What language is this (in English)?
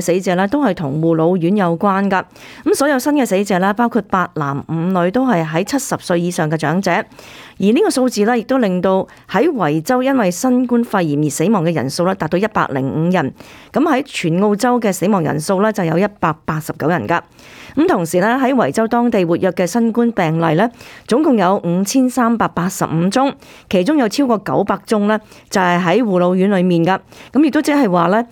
Cantonese